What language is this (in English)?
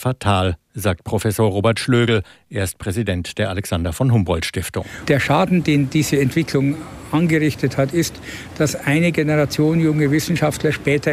German